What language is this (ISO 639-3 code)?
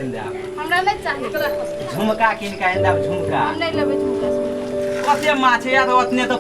mai